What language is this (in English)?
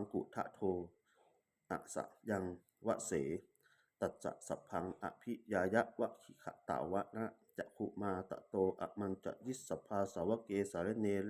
Pali